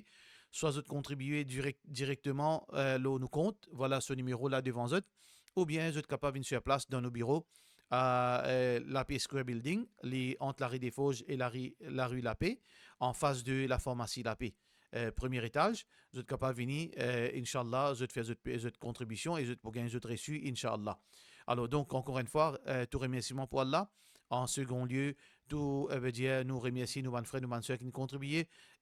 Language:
Morisyen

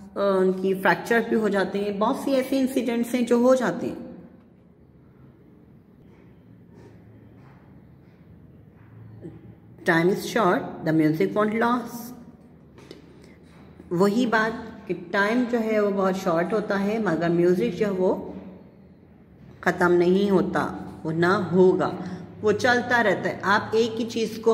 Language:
Hindi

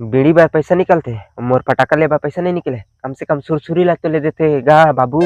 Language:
Chhattisgarhi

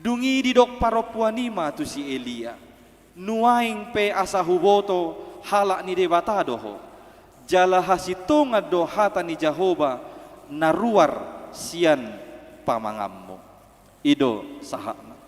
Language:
Batak Toba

